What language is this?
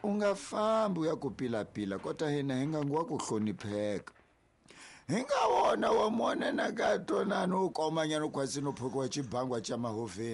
Tsonga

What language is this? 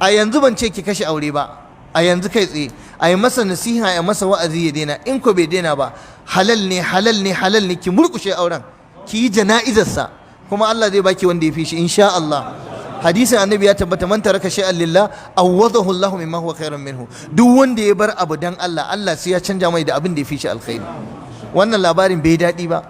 Hausa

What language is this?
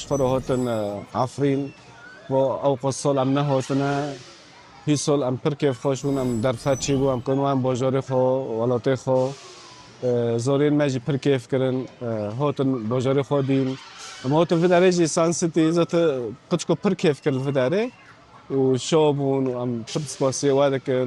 Kurdish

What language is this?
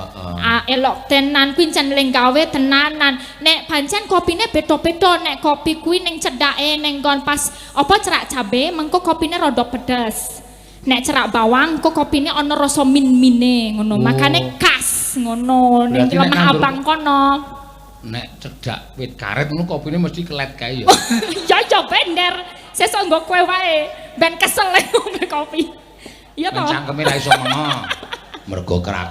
Javanese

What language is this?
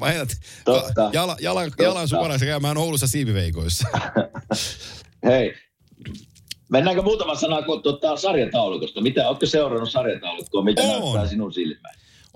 Finnish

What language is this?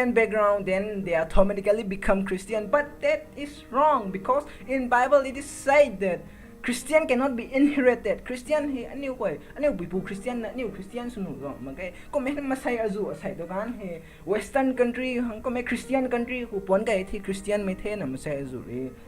Rongmei Naga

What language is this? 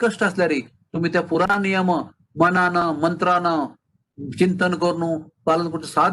Konkani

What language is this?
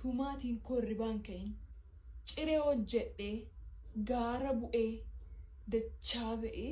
Oromo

